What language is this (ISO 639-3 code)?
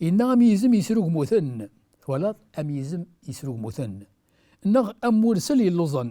kab